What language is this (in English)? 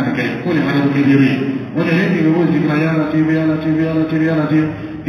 Dyula